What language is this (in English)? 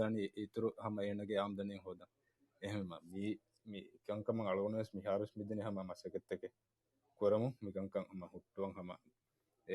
Divehi